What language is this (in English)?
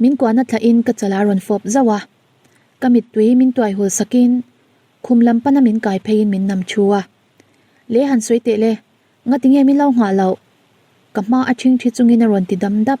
Mizo